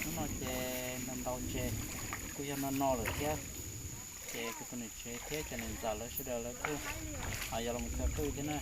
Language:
Hmong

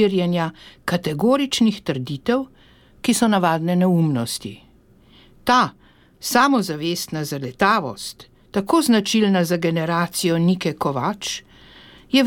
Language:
Slovenian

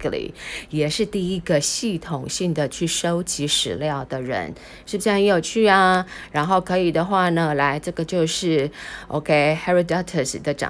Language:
Chinese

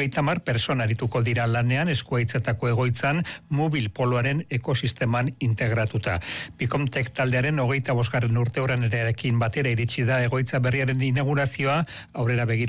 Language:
Basque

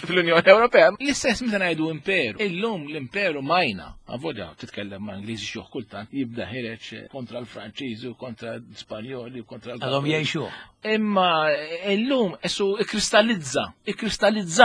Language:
Maltese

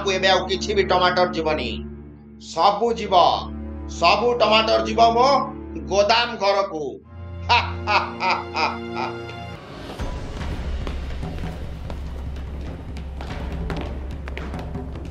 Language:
Odia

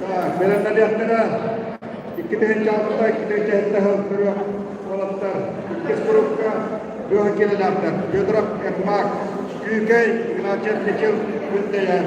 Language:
Yakut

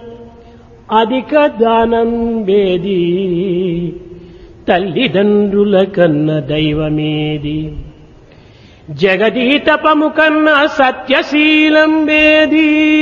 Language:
Telugu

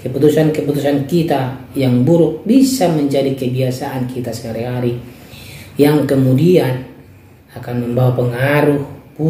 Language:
Indonesian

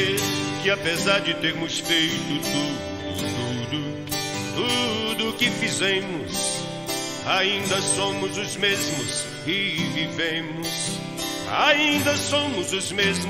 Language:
Portuguese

